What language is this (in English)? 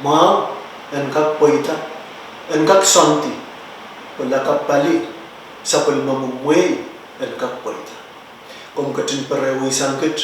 Pohnpeian